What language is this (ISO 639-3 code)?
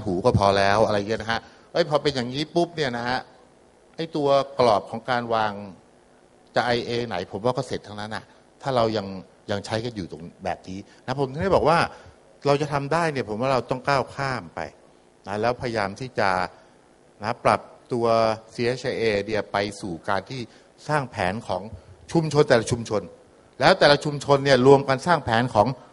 tha